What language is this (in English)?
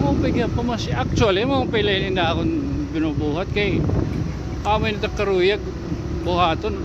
Waray